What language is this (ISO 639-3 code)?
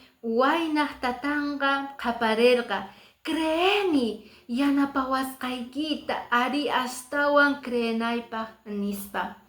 que